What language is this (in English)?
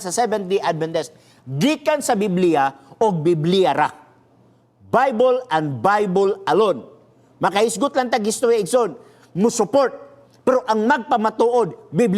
Cebuano